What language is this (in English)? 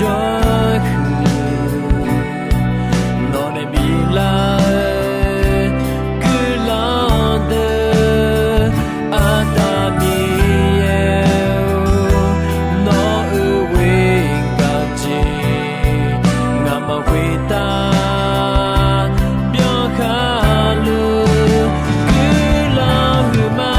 Akha